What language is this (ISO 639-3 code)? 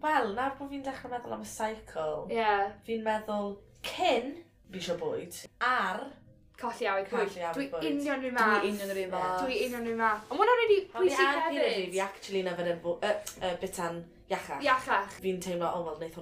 cym